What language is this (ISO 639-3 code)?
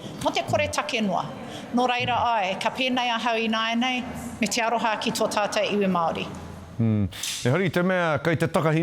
mri